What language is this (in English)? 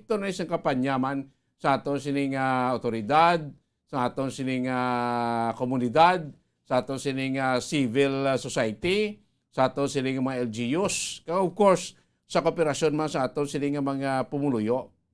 Hiligaynon